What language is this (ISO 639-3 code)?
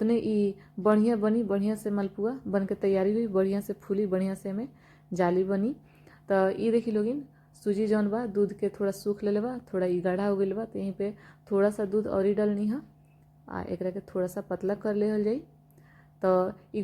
bho